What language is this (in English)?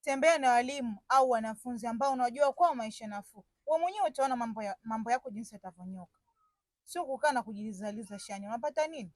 Swahili